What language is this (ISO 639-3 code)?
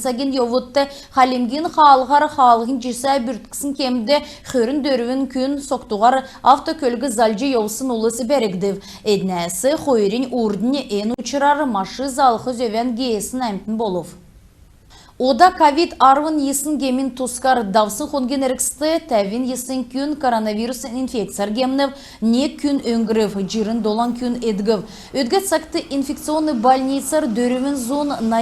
xal